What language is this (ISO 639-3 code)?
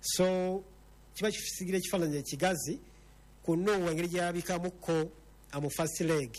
lug